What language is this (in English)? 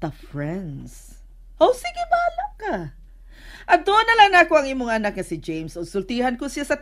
Cebuano